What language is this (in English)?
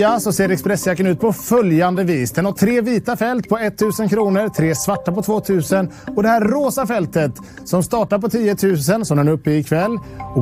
Swedish